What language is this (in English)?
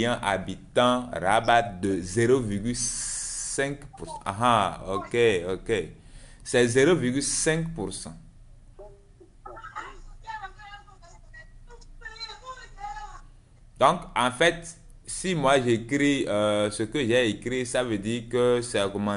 French